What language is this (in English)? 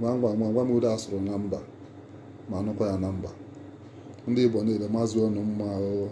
Igbo